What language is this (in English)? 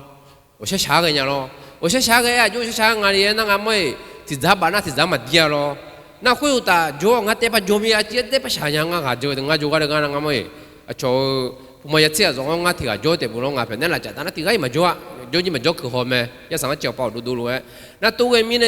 Akha